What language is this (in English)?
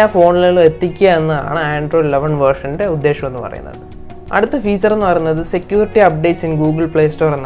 Malayalam